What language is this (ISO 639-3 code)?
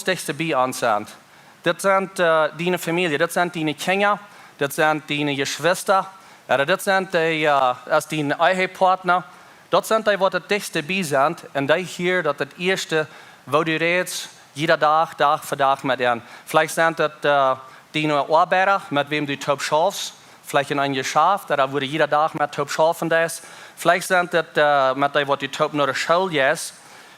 pdt